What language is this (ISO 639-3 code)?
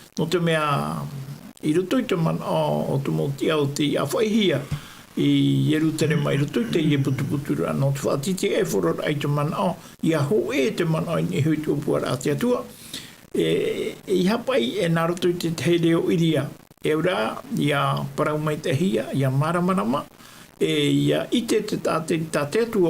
tah